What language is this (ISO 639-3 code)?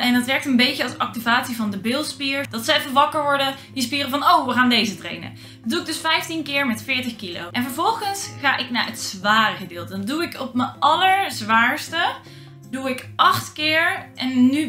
nld